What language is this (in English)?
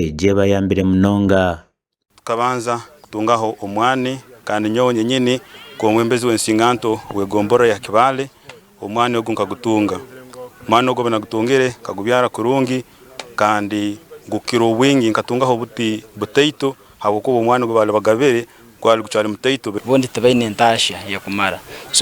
Nyankole